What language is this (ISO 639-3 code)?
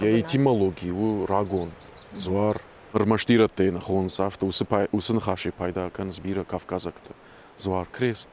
oss